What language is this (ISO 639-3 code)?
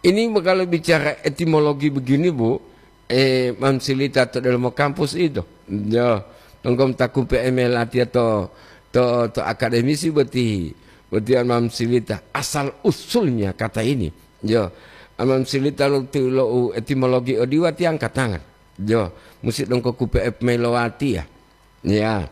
gor